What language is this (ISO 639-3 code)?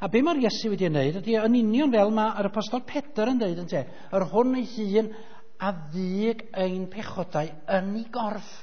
cym